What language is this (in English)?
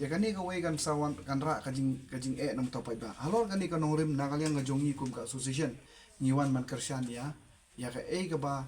Khasi